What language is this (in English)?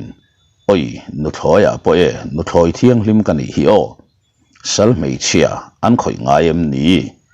Mizo